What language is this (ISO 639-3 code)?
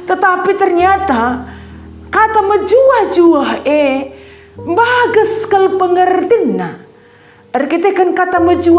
btx